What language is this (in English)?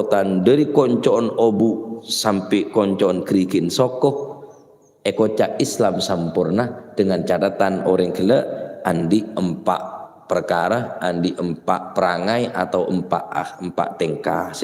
Madurese